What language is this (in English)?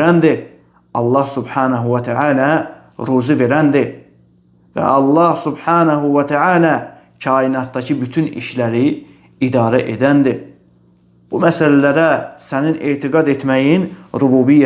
Azerbaijani